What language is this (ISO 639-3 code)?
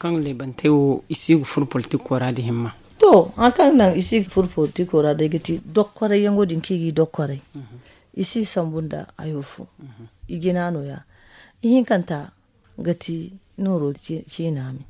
dje